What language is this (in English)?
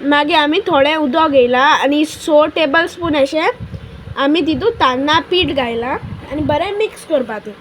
Konkani